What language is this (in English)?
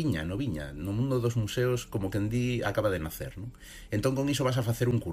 Galician